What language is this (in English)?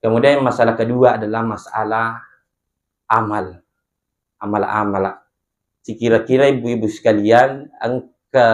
Buginese